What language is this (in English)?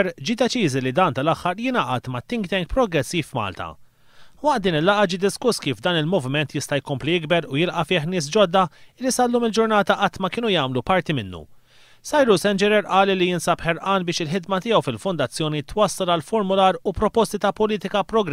Maltese